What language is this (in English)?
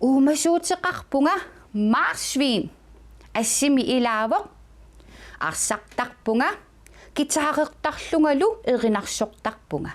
Kalaallisut